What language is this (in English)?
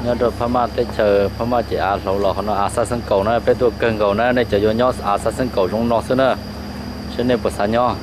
Hmong